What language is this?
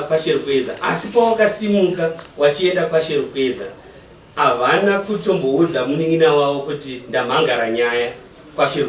Shona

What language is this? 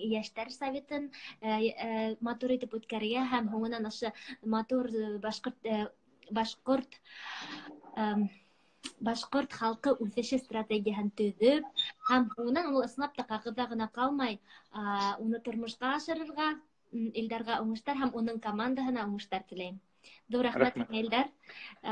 Bashkir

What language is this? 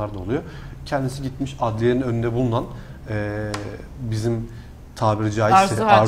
Turkish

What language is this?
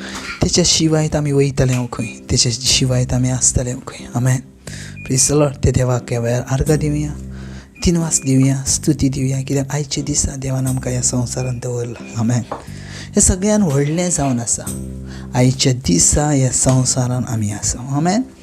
Konkani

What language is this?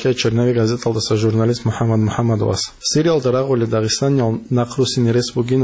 Avaric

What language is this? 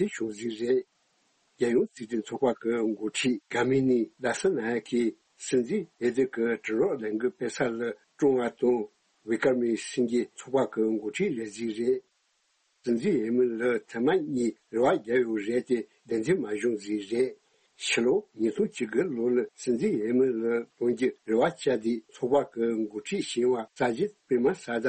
Tibetan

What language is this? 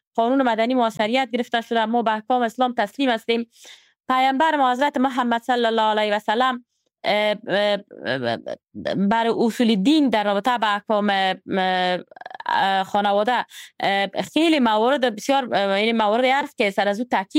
Persian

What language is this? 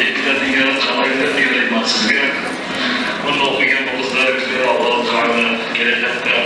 Kumyk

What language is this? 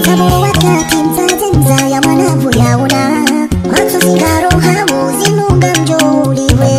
Ngazidja Comorian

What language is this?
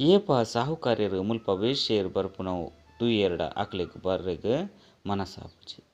Tulu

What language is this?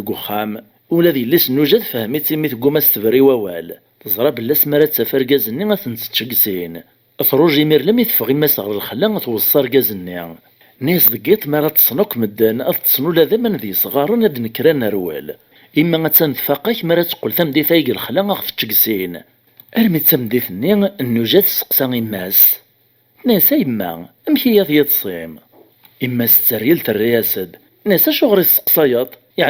Kabyle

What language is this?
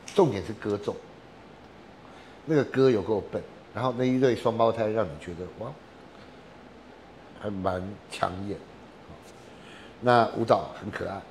Chinese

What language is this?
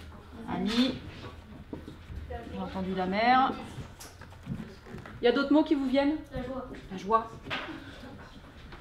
French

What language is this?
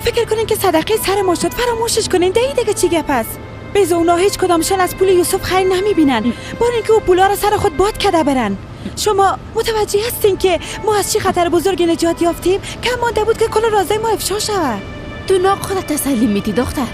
Persian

